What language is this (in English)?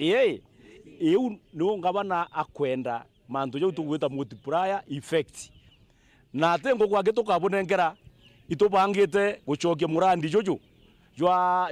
Meru